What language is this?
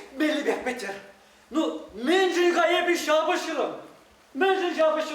Chuvash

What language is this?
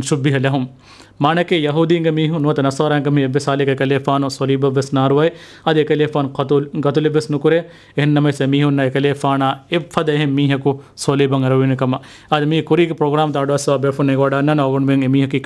Divehi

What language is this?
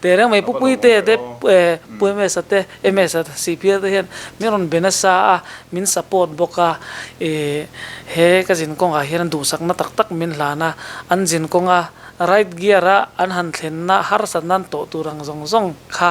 Mizo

